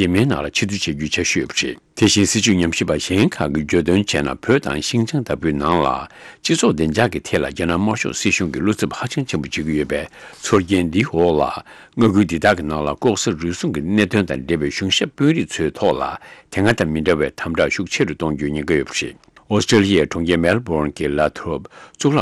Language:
Tibetan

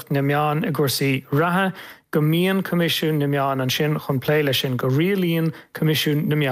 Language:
Irish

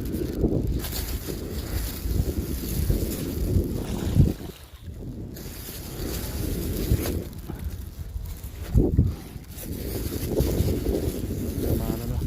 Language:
Lao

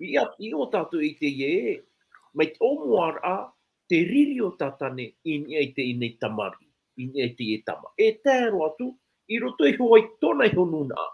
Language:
Tahitian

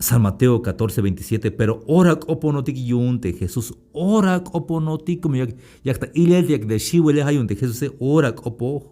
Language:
Tzeltal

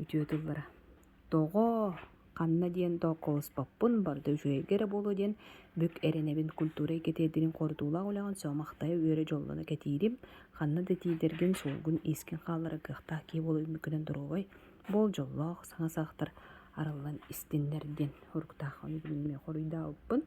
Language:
Yakut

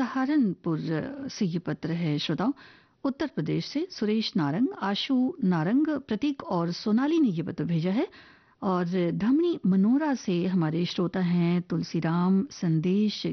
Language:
Hindi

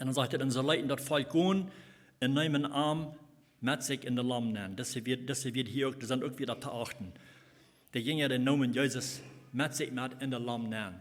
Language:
Plautdietsch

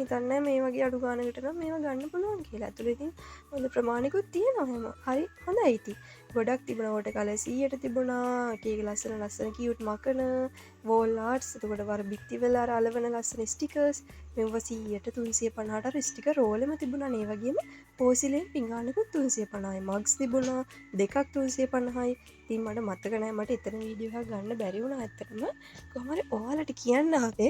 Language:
Sinhala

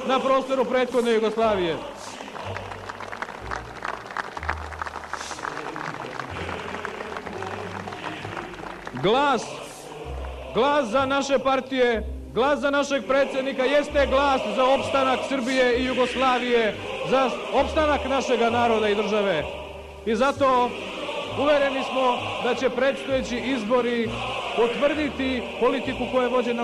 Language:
Serbian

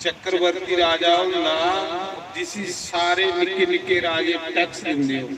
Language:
Dogri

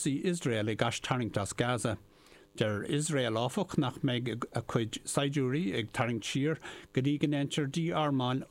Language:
Irish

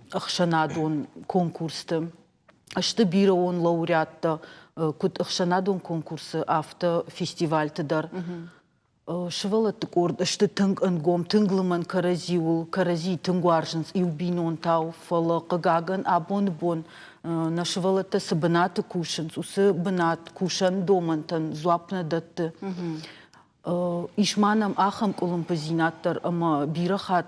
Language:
Ossetic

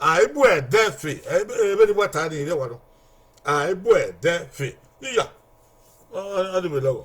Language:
Bini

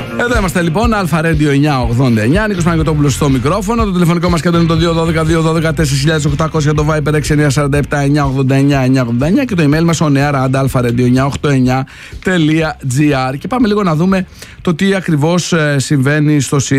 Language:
Greek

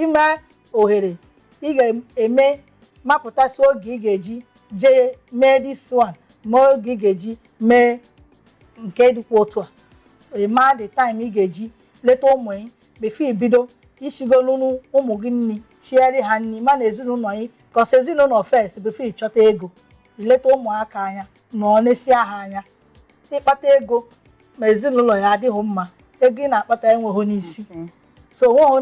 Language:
Igbo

